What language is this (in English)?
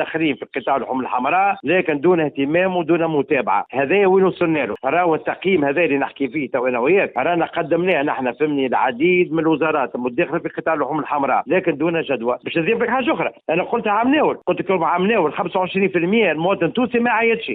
Tunisian Arabic